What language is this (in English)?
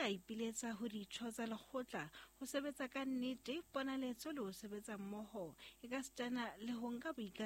Southern Sotho